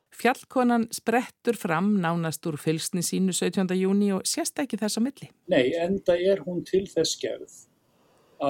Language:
Icelandic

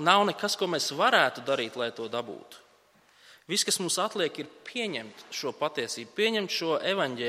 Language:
Latvian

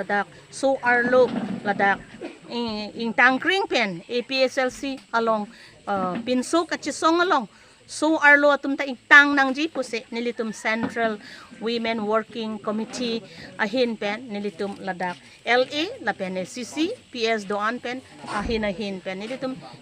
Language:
Karbi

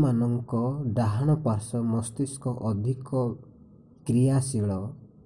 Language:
Odia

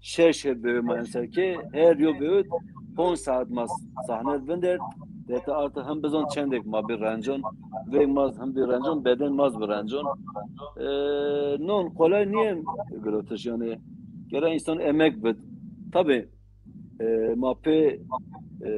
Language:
Zaza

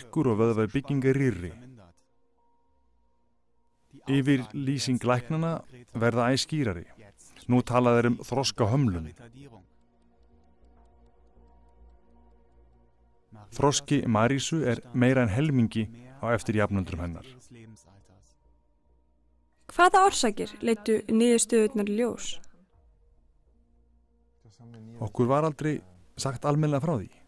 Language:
Icelandic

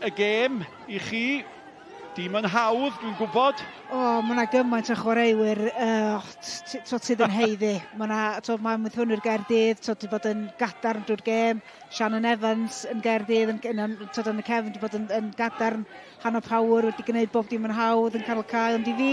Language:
Welsh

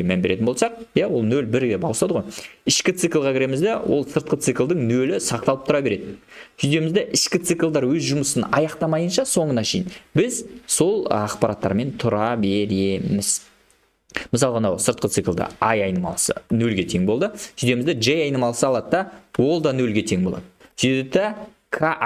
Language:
Kazakh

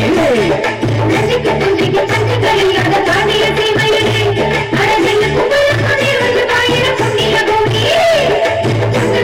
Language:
Tamil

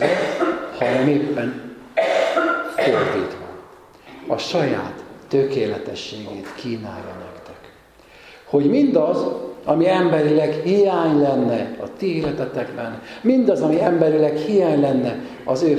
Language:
Hungarian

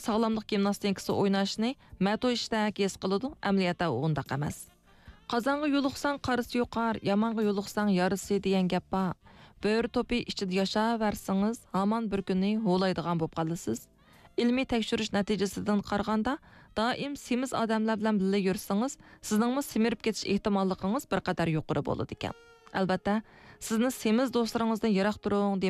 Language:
Uyghur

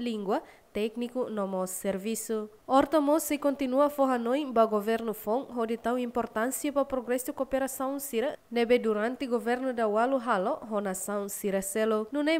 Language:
Tetum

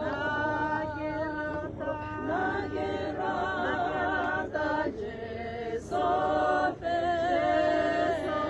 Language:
Tswana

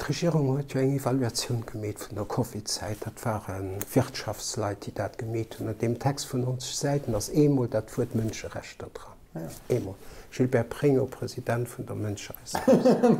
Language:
Luxembourgish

